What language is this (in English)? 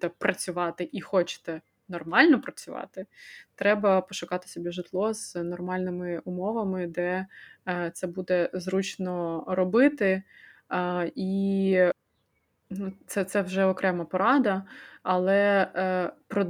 Ukrainian